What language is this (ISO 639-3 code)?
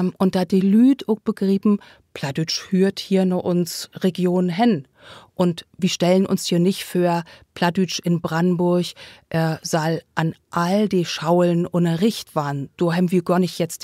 nds